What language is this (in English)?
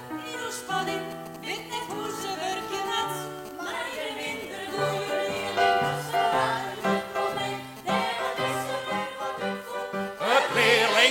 Western Frisian